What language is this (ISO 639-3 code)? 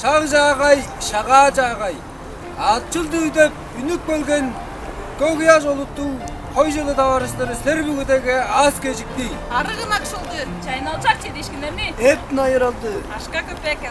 tyv